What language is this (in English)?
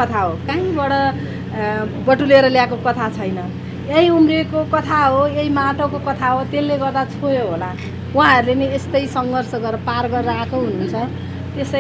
Nepali